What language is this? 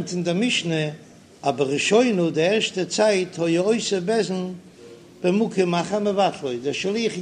Yiddish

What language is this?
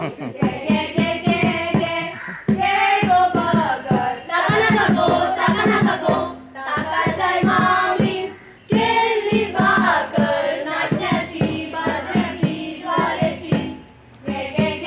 Konkani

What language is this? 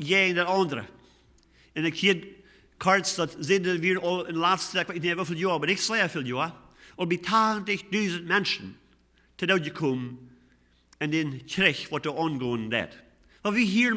Plautdietsch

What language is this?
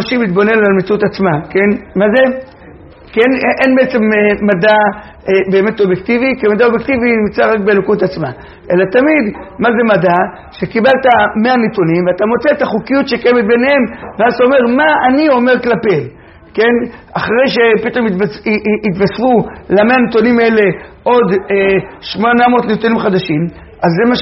Hebrew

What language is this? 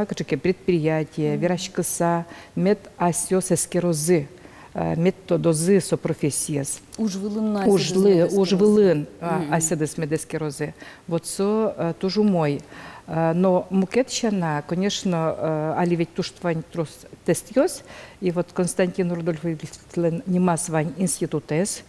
Udmurt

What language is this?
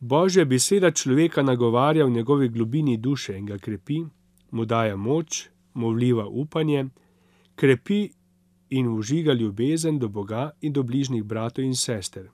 Slovenian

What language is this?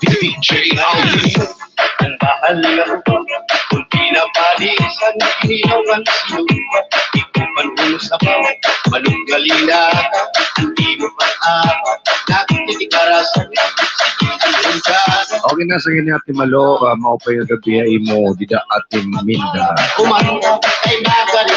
Waray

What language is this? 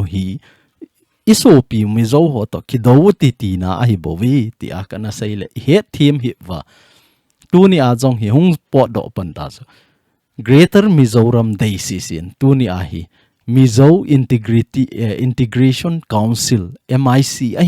Thado Chin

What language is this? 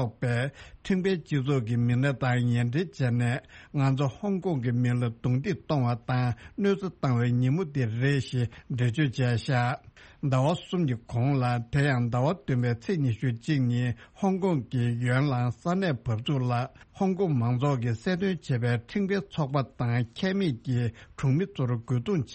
Tibetan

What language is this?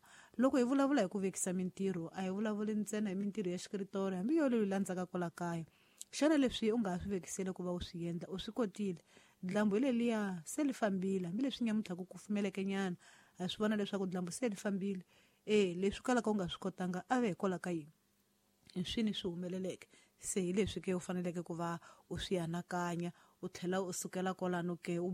Tsonga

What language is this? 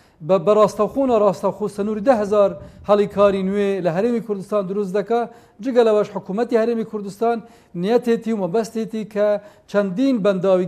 Central Kurdish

